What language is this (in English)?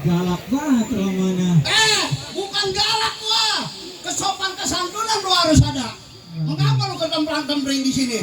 Betawi